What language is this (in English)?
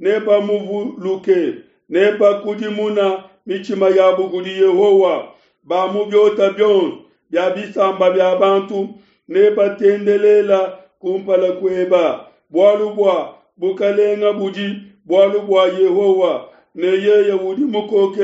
Luba-Lulua